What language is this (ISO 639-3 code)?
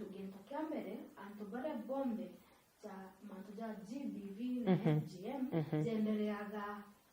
mer